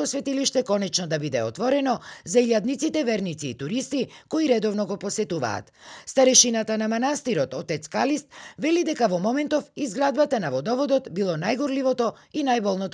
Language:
Macedonian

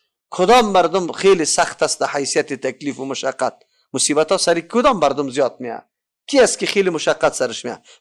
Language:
Persian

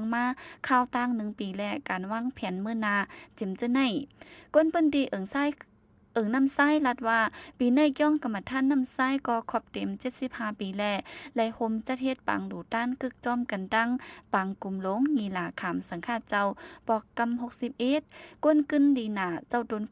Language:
Shan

